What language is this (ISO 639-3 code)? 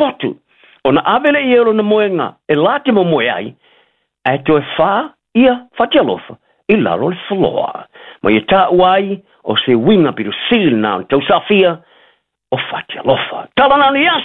smo